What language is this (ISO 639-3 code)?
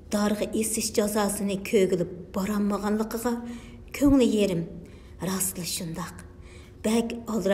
uig